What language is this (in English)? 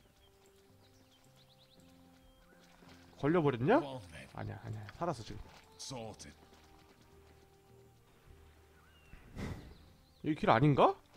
Korean